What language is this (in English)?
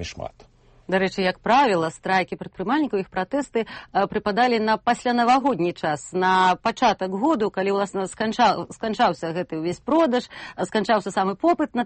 Belarusian